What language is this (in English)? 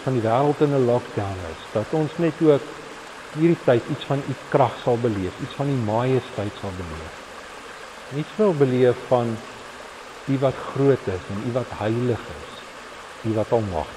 Afrikaans